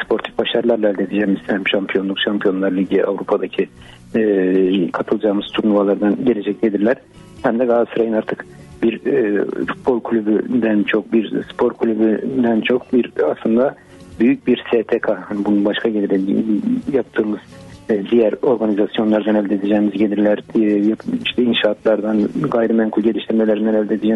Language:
Turkish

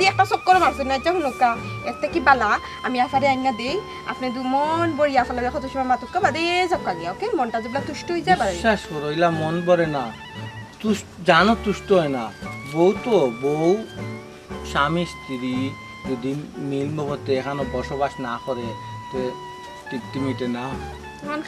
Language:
Sylheti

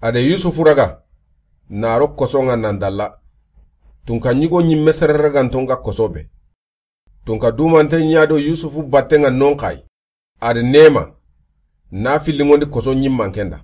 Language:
Soninke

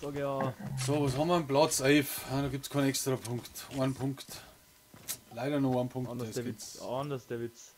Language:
Bavarian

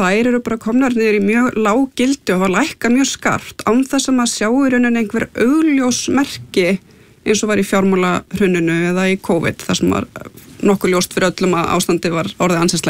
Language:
Icelandic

